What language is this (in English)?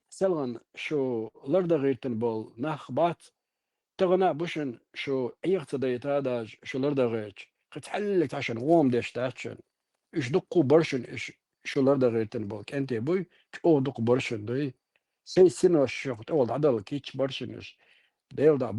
Chechen